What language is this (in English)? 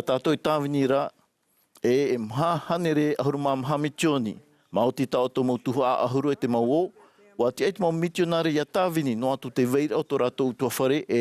Tahitian